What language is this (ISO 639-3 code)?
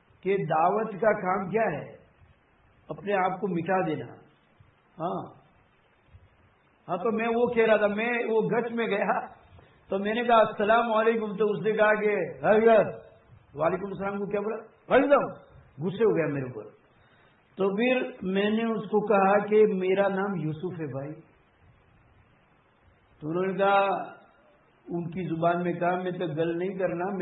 urd